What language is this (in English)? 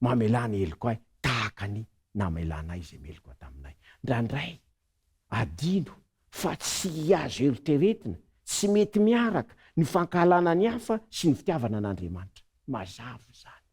Malagasy